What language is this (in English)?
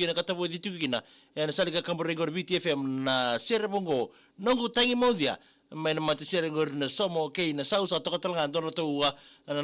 Fijian